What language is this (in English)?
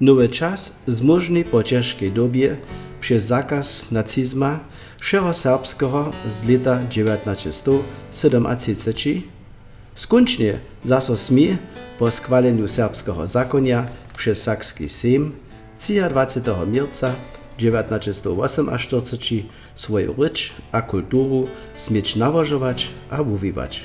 Upper Sorbian